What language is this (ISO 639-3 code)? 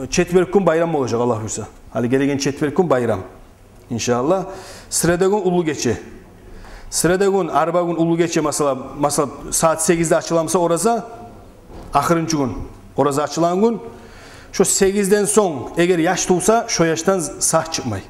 kum